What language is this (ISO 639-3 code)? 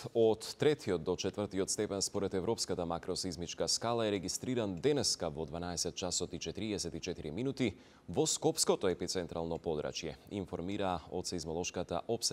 mkd